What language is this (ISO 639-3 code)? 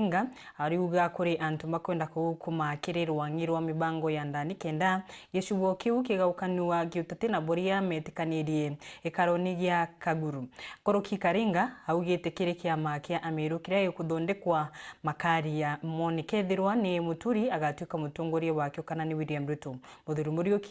mer